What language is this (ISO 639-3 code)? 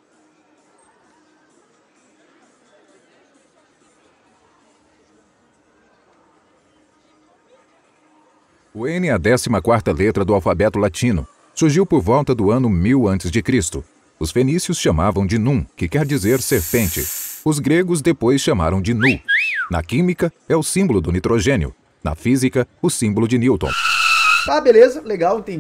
por